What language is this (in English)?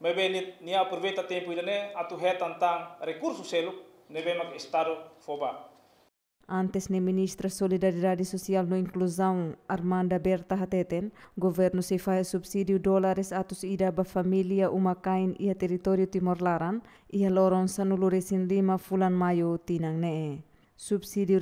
Tetum